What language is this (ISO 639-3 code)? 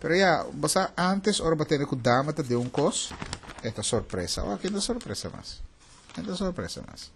pap